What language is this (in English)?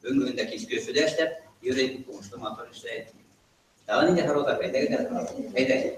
Bashkir